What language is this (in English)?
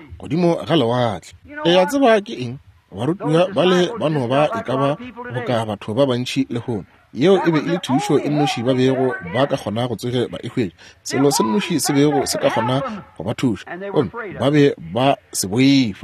Northern Sotho